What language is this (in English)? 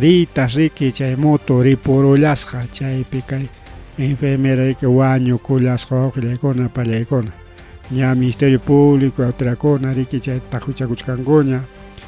Ayacucho Quechua